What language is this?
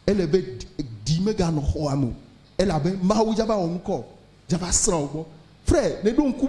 Ewe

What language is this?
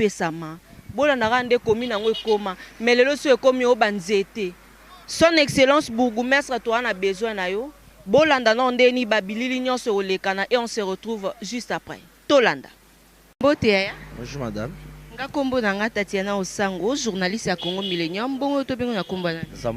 Lingala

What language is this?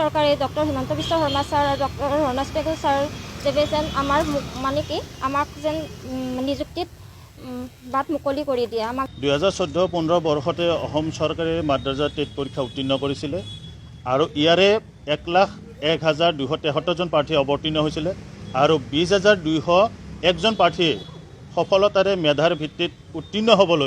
Assamese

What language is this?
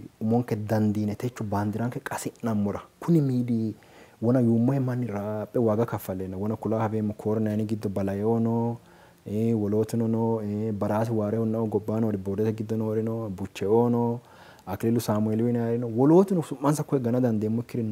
Sidamo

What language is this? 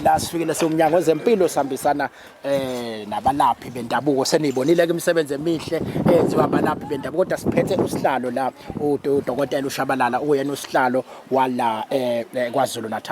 Zulu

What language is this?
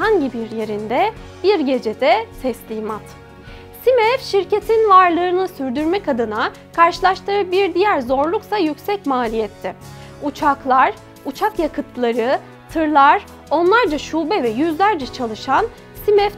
Turkish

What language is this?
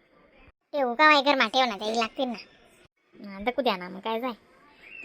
Khandesi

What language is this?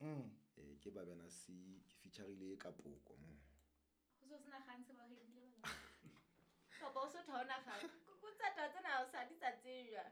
Southern Sotho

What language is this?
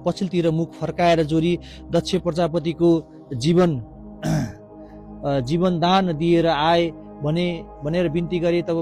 Nepali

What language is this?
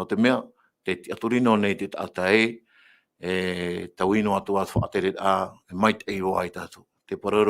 Tahitian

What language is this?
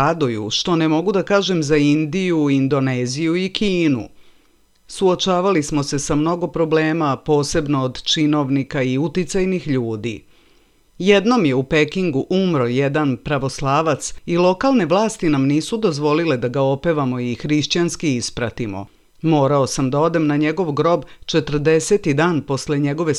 Serbian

